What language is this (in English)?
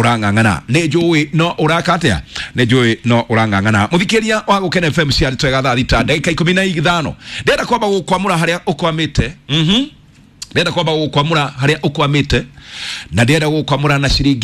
Kikuyu